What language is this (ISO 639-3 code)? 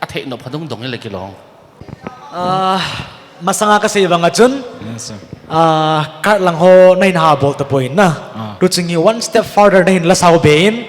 pck